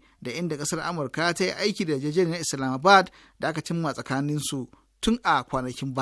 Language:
Hausa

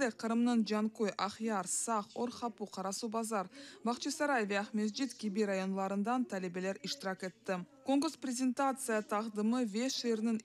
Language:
Crimean Tatar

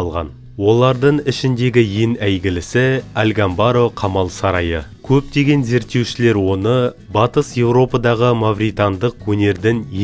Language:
Kazakh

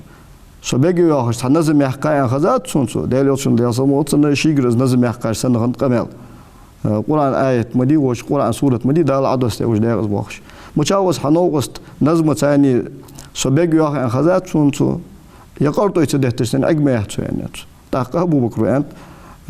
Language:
Ingush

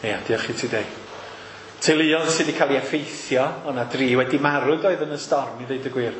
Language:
Welsh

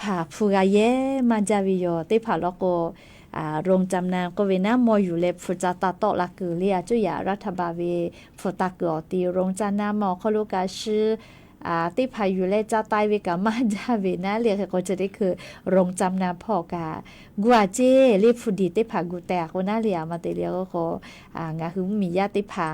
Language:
Lahu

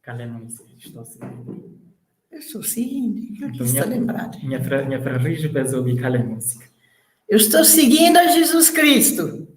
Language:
Kabuverdianu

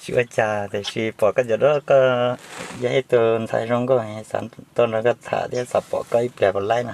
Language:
Hmong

